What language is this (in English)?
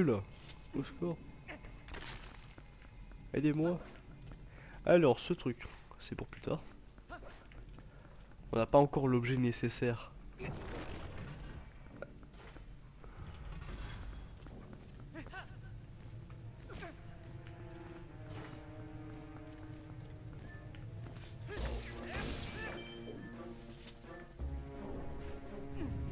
French